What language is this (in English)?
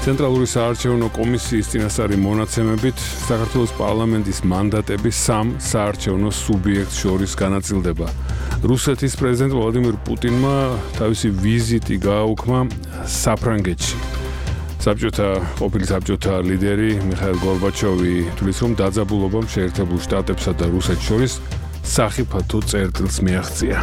Georgian